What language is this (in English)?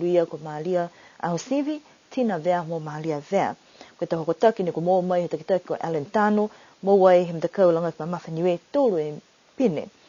Niuean